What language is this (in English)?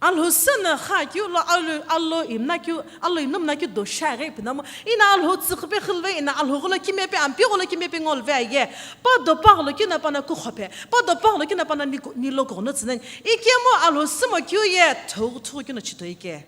Sumi Naga